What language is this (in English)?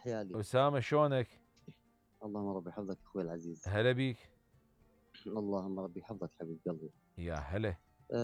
Mesopotamian Arabic